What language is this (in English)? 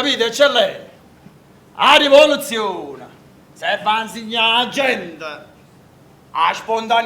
Neapolitan